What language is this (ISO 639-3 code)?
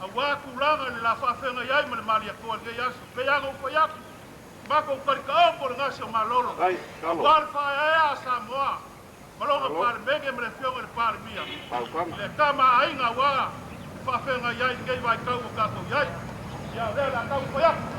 smo